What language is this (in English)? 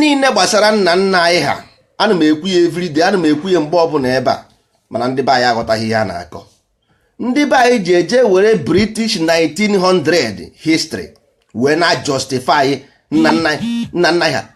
Igbo